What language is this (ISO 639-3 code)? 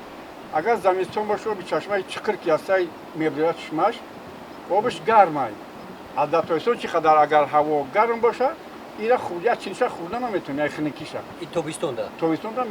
tgk